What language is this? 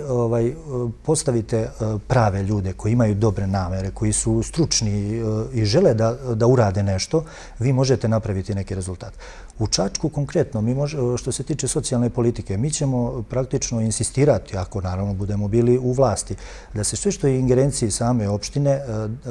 Serbian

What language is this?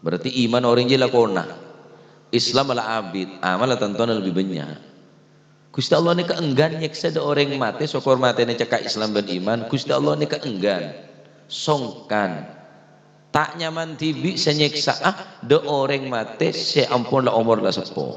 Madurese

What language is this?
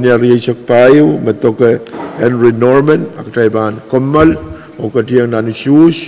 Pohnpeian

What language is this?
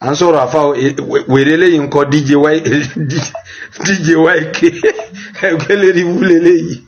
Yoruba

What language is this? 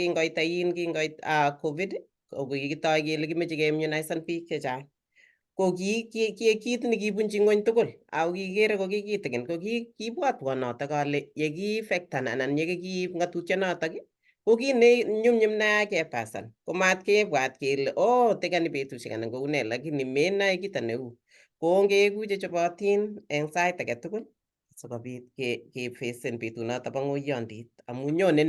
Kalenjin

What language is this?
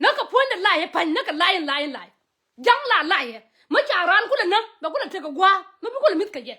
Nuer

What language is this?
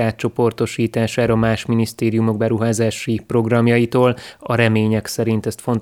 Hungarian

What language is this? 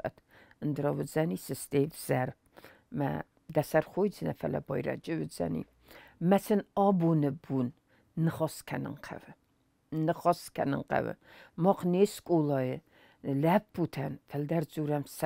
Ossetic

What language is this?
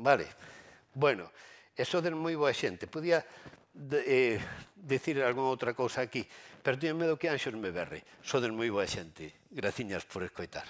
Galician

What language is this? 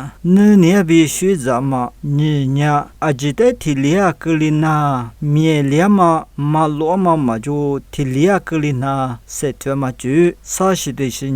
Lisu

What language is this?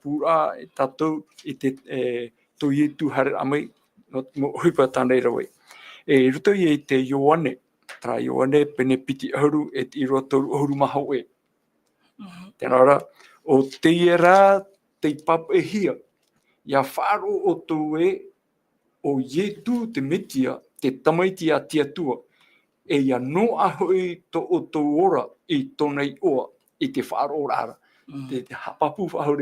Tahitian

